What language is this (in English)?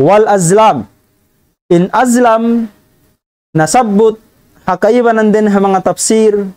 Tausug